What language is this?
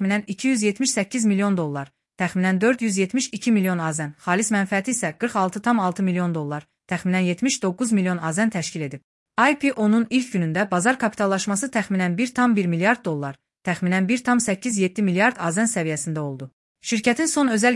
Azerbaijani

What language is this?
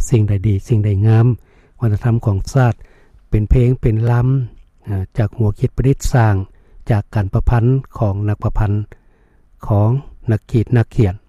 Lao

